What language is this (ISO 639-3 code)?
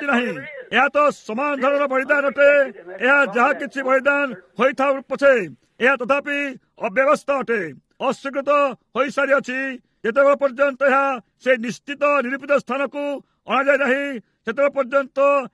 ori